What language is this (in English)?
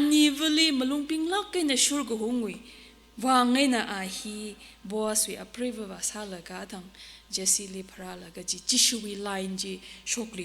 Tangkhul Naga (India)